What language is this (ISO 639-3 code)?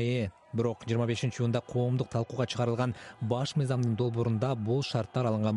kir